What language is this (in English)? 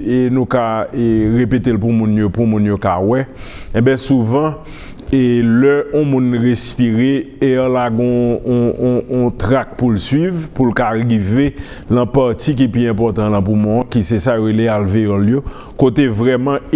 Haitian Creole